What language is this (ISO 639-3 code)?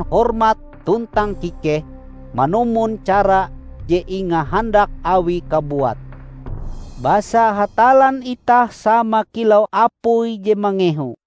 nij